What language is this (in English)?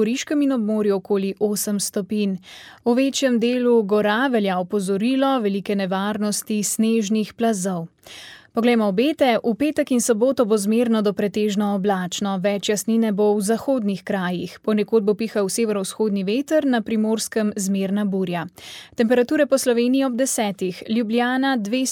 Slovenian